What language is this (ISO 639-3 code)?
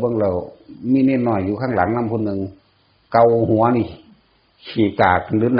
tts